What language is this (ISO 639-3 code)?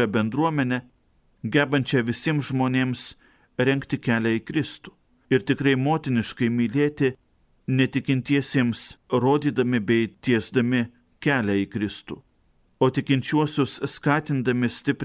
lit